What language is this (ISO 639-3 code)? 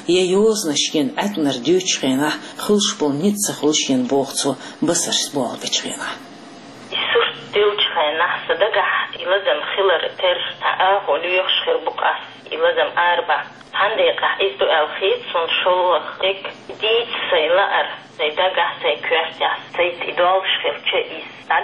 che